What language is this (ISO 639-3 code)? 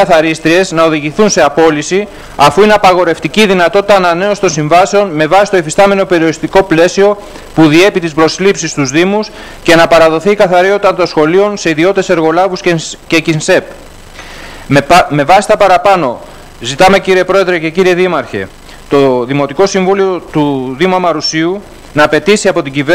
ell